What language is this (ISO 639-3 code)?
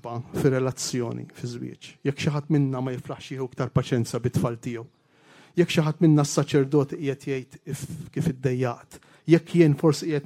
mlt